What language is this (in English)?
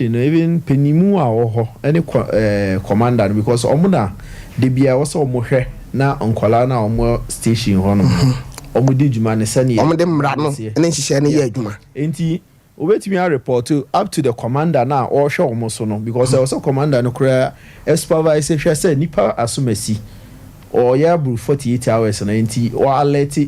Akan